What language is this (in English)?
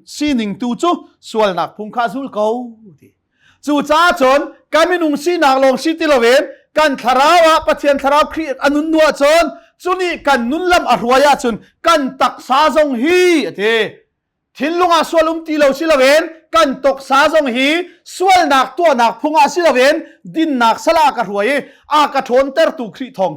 Hakha Chin